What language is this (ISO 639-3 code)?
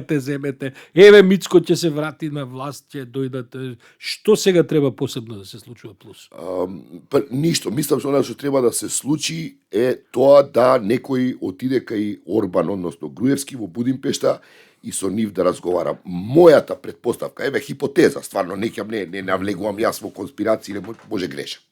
mkd